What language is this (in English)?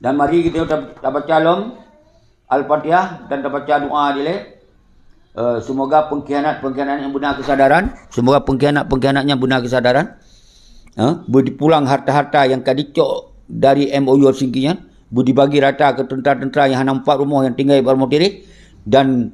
Achinese